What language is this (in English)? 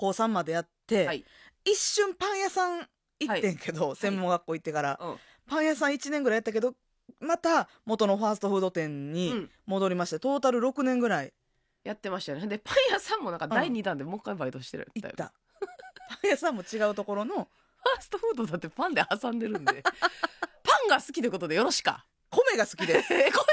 Japanese